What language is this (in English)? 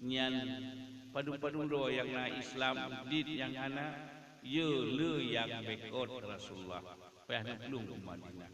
Achinese